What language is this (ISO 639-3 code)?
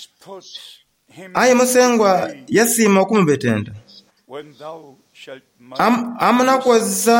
xog